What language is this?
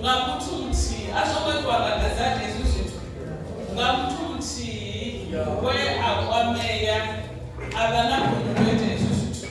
Venda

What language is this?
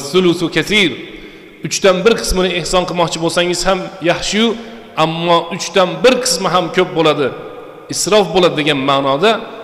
Uzbek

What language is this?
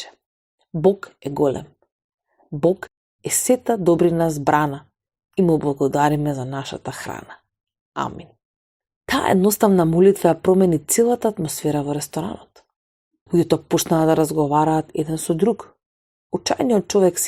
Macedonian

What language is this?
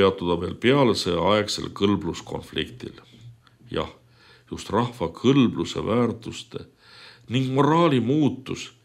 Estonian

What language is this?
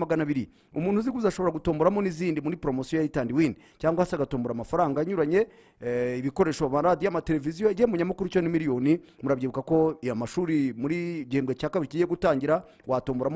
Kinyarwanda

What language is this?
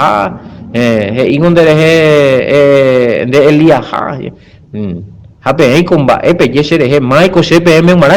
Guarani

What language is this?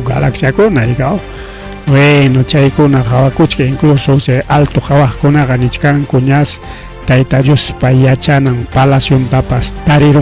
Ayacucho Quechua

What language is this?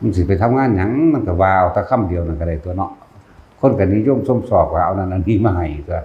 Northeastern Thai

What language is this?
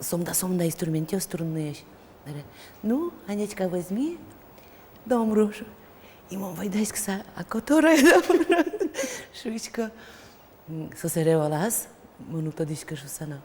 Udmurt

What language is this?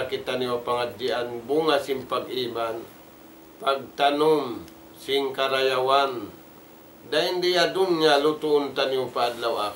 Tausug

